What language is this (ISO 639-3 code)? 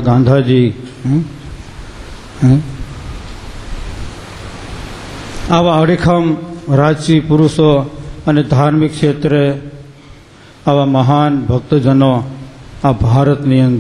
guj